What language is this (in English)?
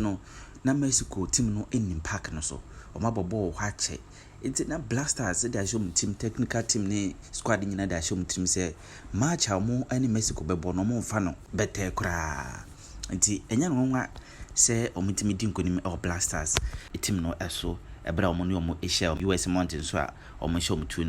Akan